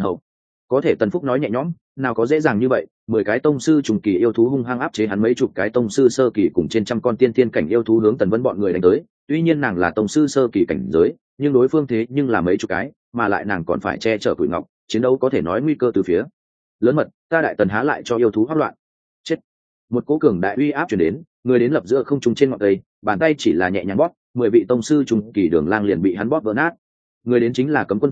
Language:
Vietnamese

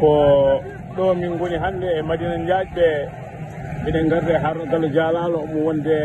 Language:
Fula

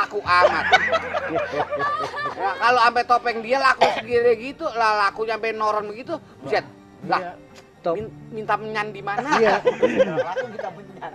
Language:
Betawi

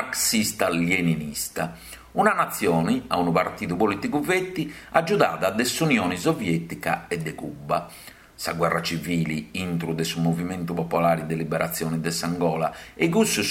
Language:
Sardinian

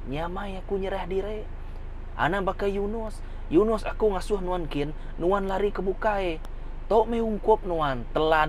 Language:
Iban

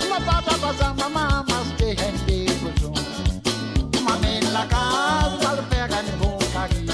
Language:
Morisyen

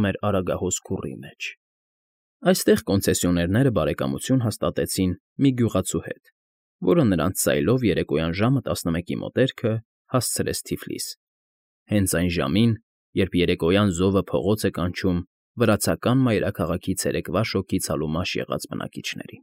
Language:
Armenian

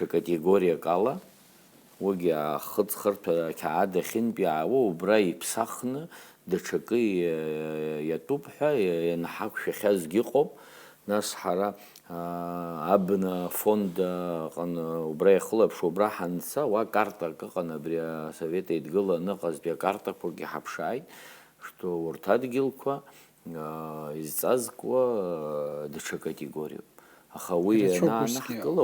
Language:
Abkhazian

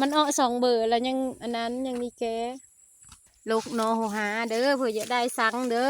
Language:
Lao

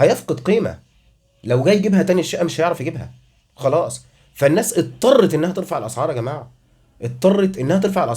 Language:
Egyptian Arabic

